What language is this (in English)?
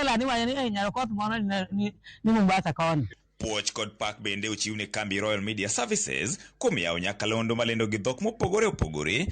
Luo (Kenya and Tanzania)